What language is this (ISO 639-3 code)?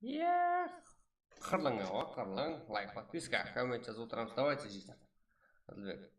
kaa